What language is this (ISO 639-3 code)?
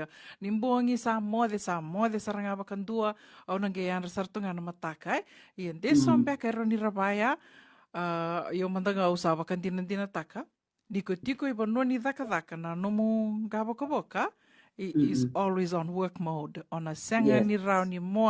fij